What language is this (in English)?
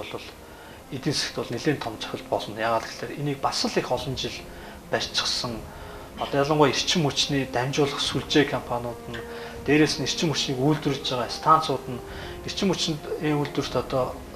Mongolian